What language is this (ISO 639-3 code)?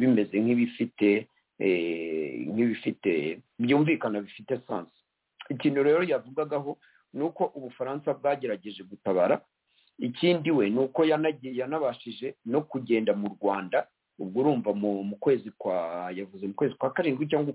kin